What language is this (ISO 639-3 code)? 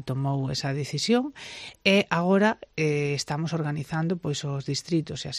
glg